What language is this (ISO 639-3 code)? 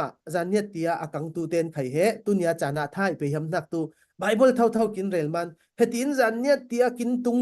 cfm